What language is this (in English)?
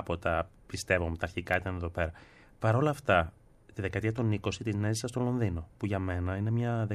Greek